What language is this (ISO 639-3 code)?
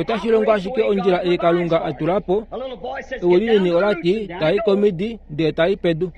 kua